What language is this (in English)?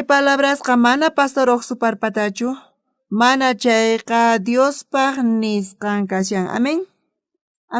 South Bolivian Quechua